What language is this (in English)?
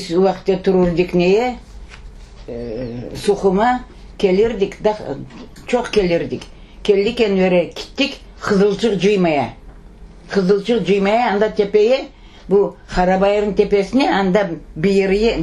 Crimean Tatar